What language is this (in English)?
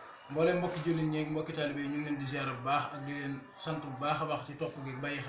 Wolof